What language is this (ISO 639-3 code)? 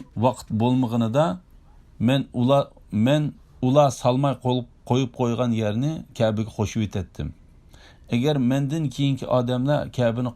uig